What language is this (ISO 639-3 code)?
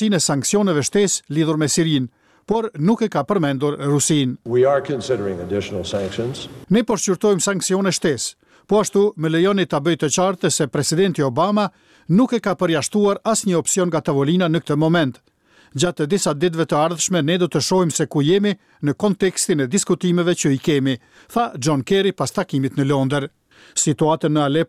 sqi